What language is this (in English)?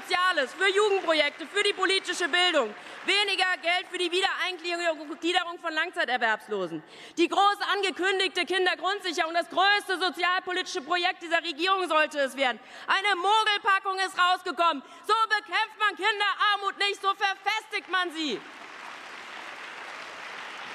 German